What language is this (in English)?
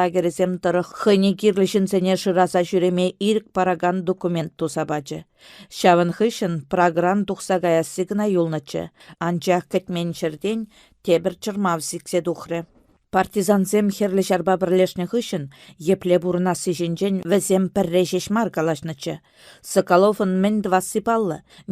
Chuvash